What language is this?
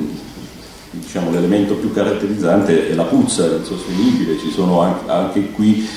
Italian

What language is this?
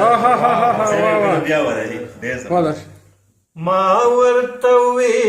Pashto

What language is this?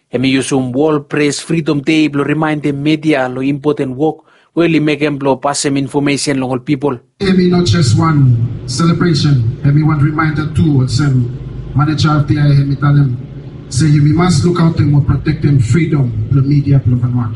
Bislama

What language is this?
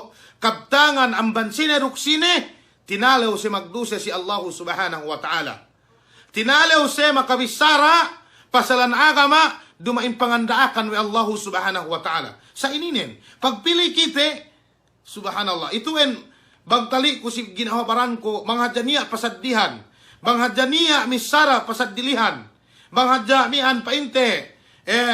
Yakan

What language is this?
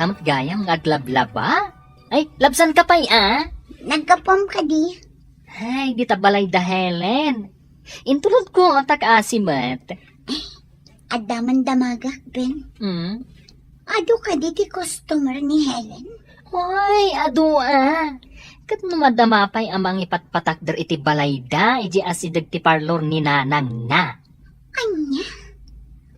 Iloko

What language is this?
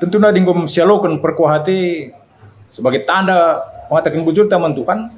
Batak Karo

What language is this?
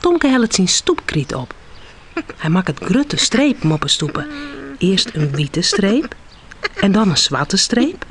Western Frisian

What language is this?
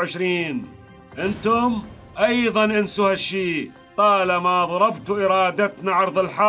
Mesopotamian Arabic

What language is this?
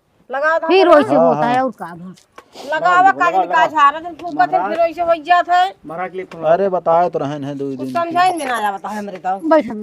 Awadhi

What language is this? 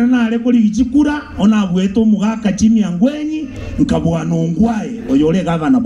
Gusii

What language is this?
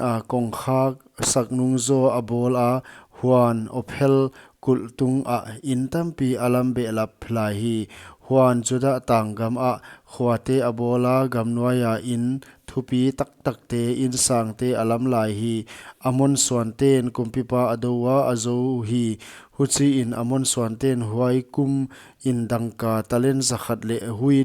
Paite Chin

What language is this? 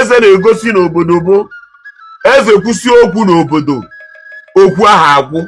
Igbo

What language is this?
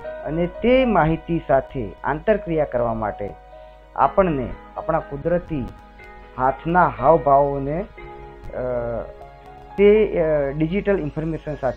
Gujarati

